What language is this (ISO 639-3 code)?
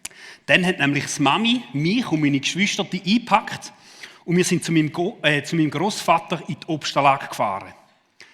gsw